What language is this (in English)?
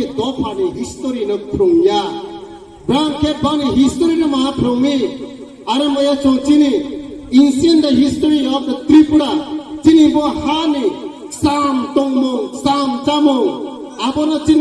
Kok Borok